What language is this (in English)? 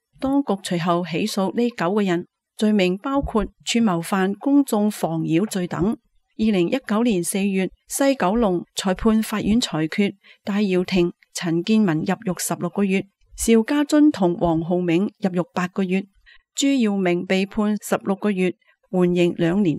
Cantonese